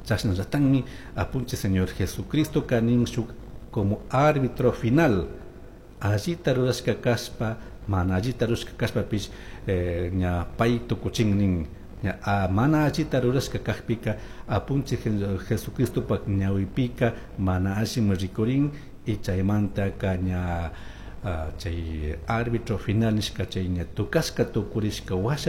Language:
Chimborazo Highland Quichua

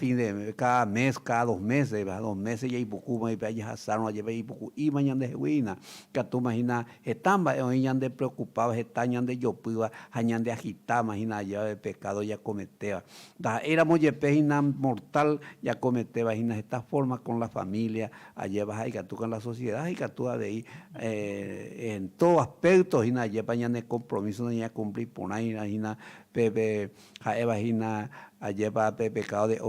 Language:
Guarani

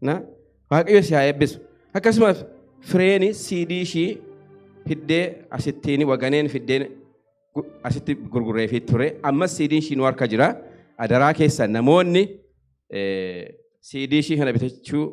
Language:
Oromo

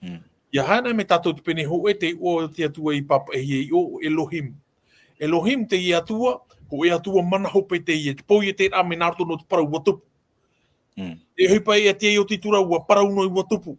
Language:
Tahitian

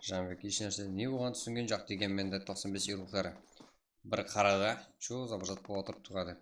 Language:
Kara-Kalpak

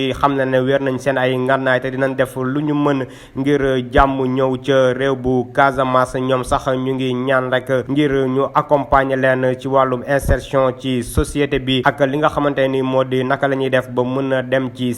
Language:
Wolof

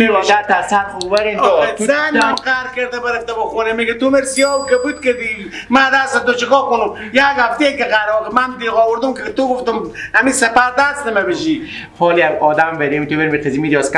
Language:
Persian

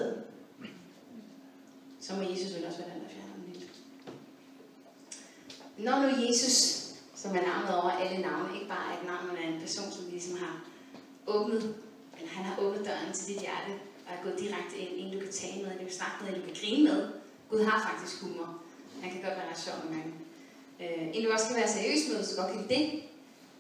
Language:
Danish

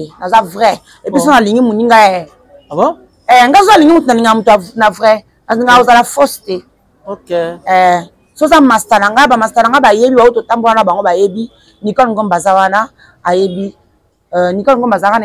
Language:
Lingala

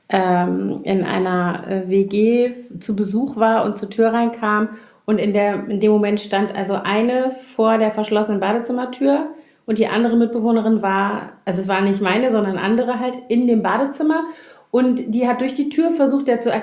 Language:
German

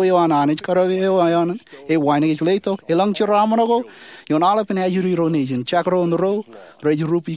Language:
Marshallese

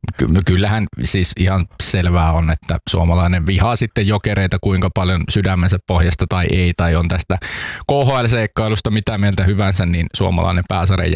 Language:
Finnish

